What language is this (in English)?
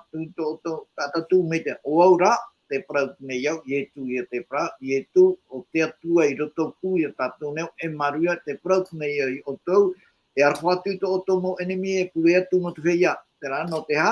Tahitian